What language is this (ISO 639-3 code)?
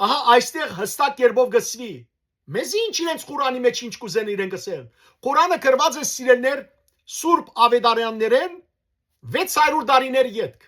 hyw